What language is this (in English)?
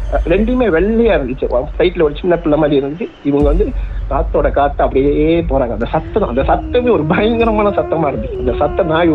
Tamil